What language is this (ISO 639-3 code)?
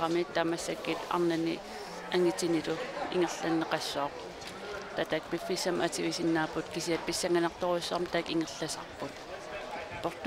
kal